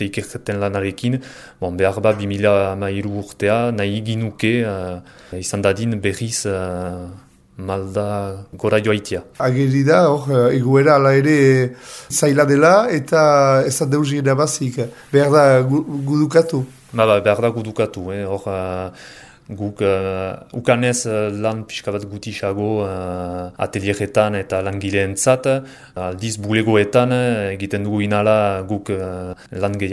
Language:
Basque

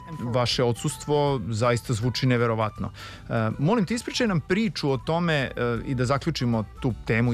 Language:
Serbian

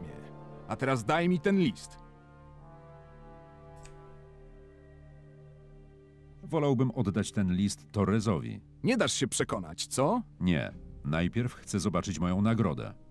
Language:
Polish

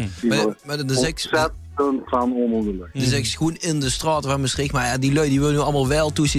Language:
Limburgish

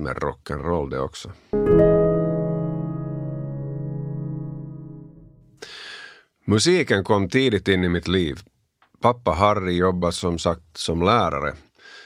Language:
Swedish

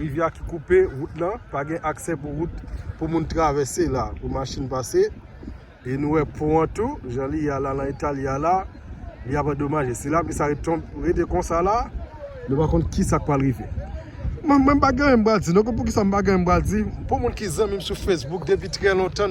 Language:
Haitian Creole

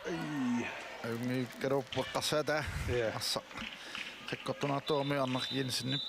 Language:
Kalaallisut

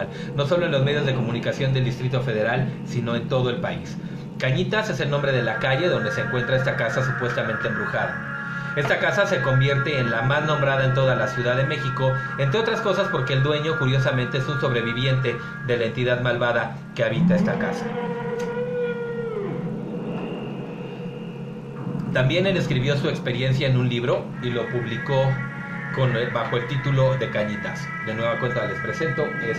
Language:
Spanish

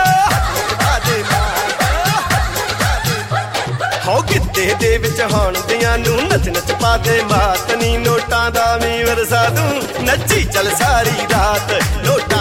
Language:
Punjabi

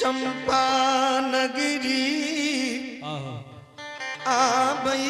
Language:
Angika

